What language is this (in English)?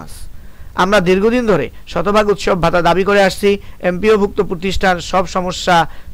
Bangla